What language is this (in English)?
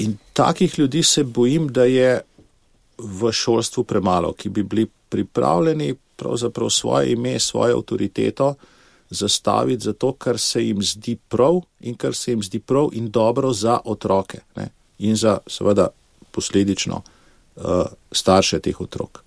Slovenian